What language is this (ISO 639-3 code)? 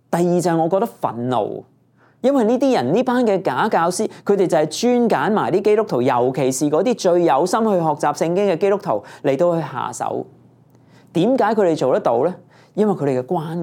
yue